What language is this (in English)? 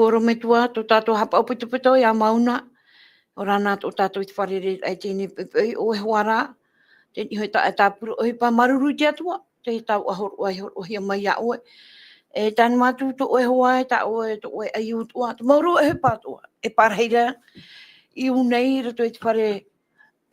Tahitian